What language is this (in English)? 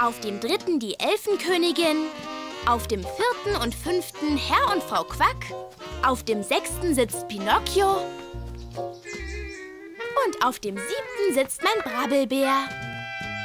German